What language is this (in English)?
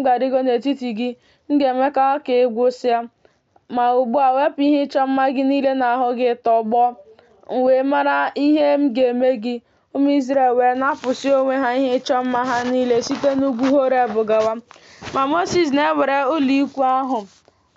Igbo